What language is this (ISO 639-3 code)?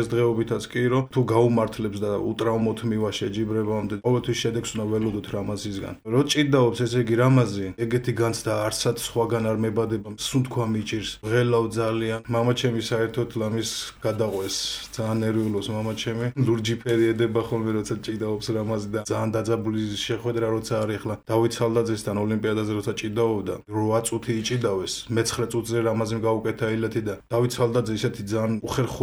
kat